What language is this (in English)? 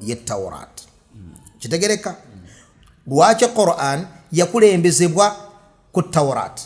Ganda